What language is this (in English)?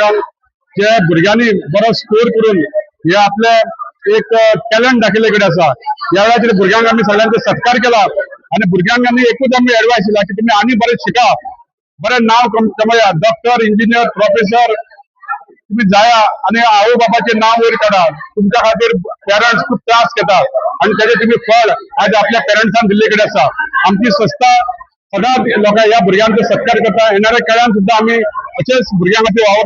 Konkani